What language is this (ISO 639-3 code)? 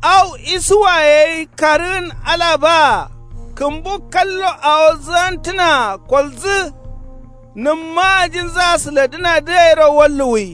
kau